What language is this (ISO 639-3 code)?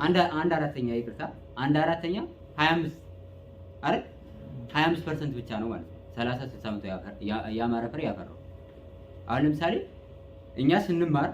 amh